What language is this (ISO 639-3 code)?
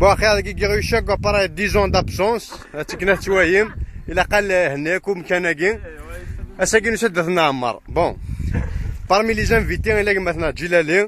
kab